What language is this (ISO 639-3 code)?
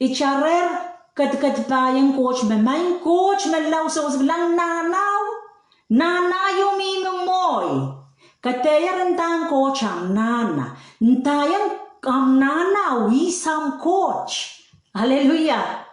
pon